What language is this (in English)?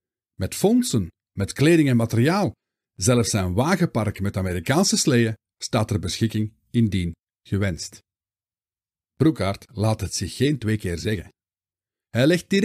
Dutch